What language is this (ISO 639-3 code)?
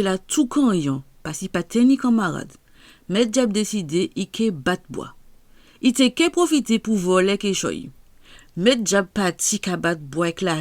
gcf